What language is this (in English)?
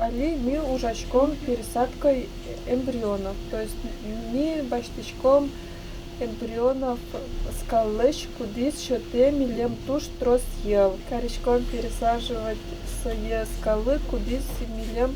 Udmurt